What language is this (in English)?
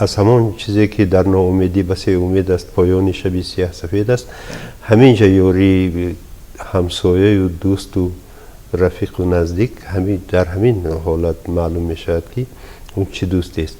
Tajik